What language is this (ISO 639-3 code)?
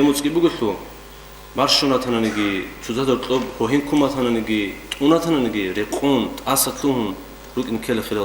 ava